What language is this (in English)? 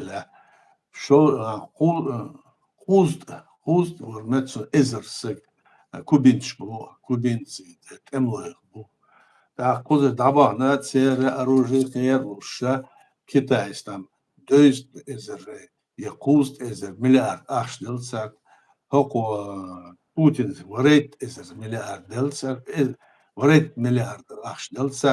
Chechen